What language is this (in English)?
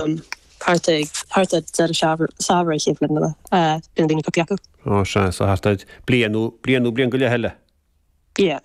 Irish